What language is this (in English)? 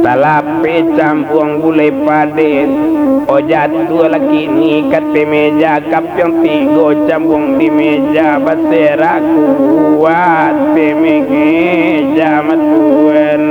Minangkabau